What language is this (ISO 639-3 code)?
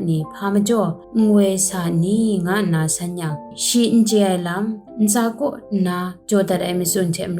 kac